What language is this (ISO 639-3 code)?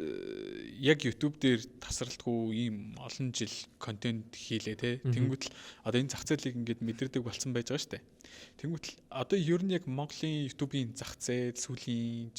mon